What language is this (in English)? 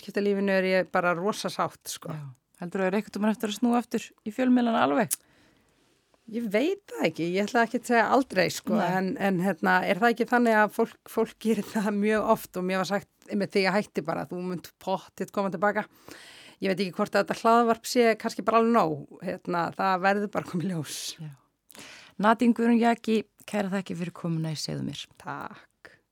Icelandic